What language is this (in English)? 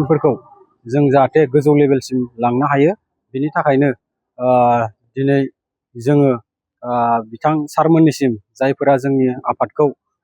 Bodo